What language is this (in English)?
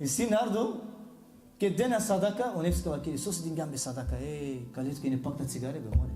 Balkan Romani